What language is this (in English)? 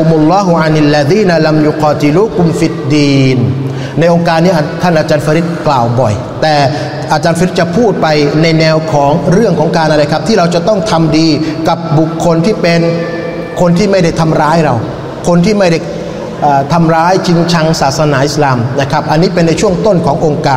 Thai